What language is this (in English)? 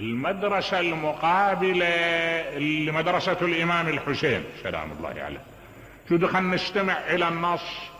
Mesopotamian Arabic